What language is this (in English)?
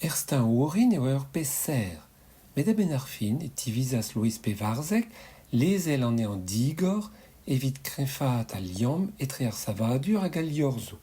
Breton